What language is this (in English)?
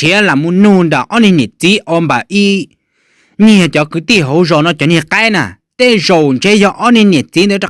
Hmong